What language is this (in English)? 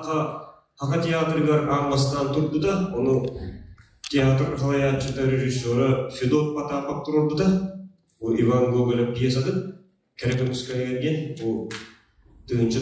Yakut